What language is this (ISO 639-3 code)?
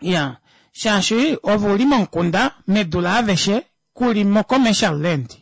kua